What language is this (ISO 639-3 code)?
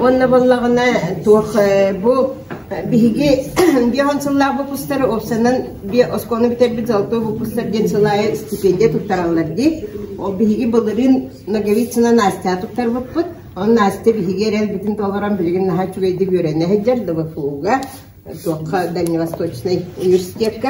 sah